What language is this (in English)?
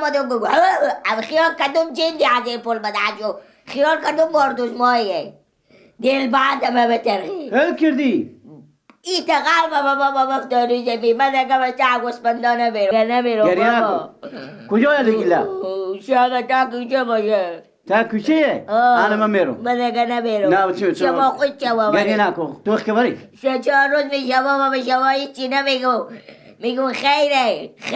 Persian